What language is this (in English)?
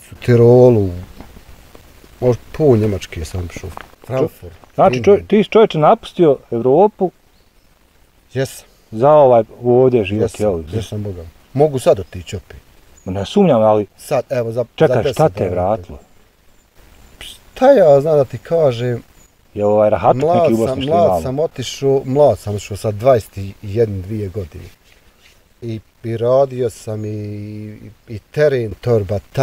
Bosnian